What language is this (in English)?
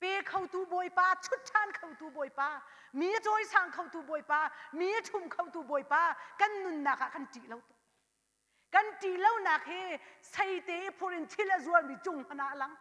Hakha Chin